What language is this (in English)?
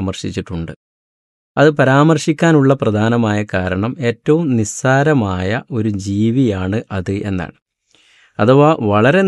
Malayalam